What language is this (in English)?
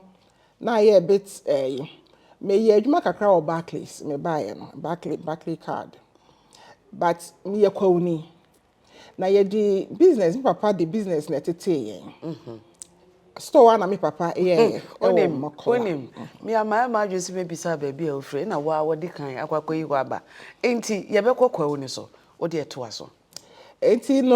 Akan